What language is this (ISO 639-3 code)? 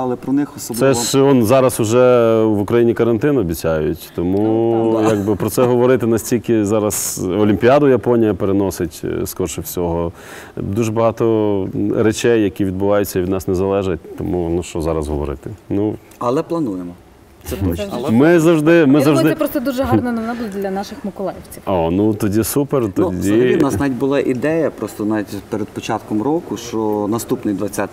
ukr